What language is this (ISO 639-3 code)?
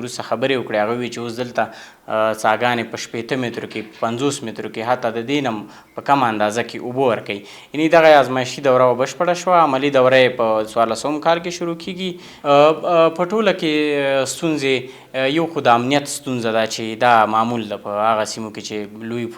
pus